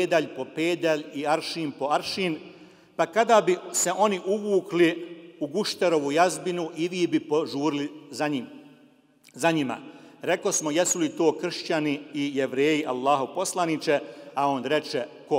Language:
Bosnian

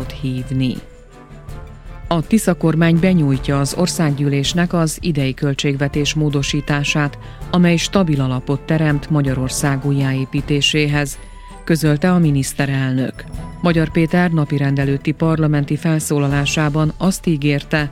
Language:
Hungarian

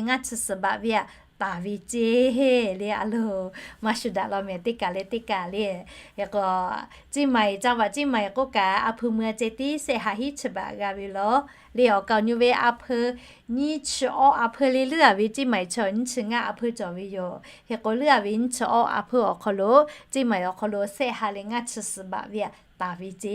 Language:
Lahu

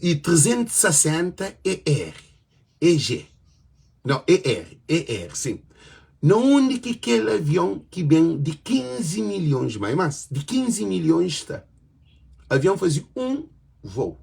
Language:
Kabuverdianu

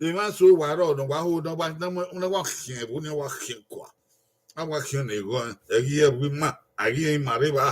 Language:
Bini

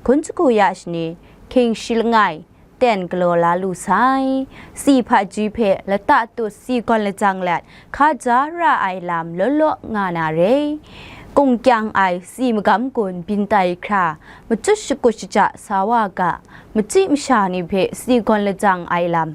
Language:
Kachin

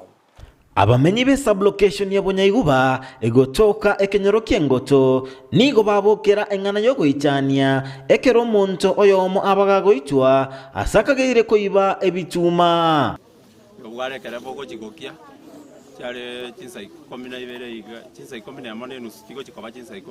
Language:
Gusii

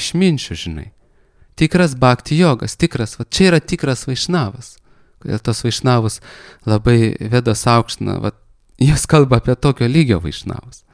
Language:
Lithuanian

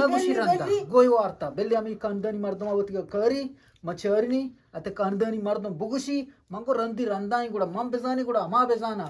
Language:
Eastern Balochi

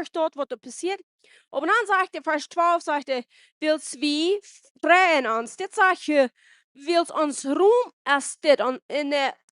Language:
Plautdietsch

